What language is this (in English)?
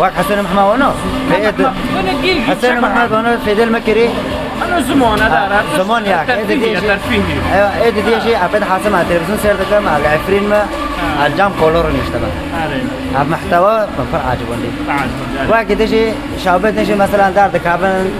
Kurdish